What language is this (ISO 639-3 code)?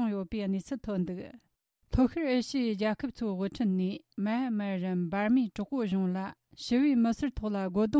bod